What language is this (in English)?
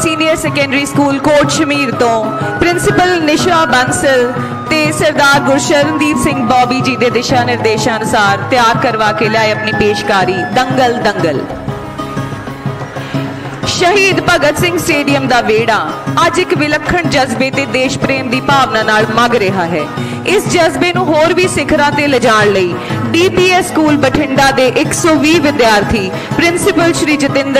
Punjabi